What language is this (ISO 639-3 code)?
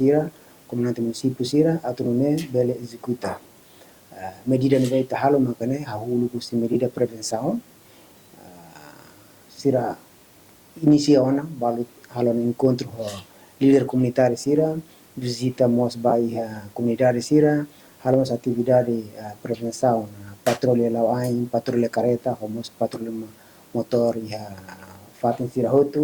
tet